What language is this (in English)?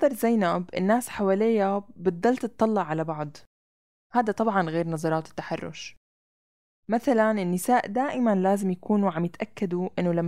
North Levantine Arabic